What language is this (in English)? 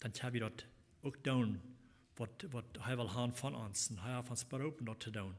Plautdietsch